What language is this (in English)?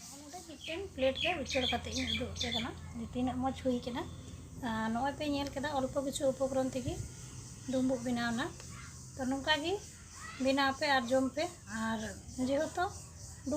Santali